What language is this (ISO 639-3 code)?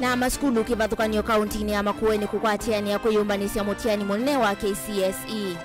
kam